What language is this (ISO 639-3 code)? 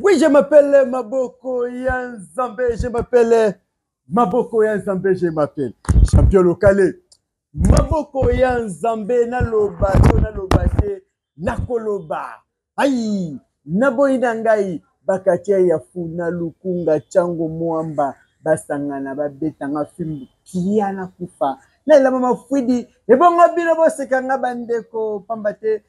lin